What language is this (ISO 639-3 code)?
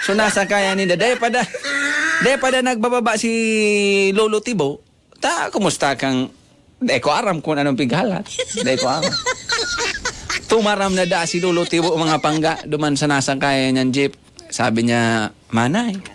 bik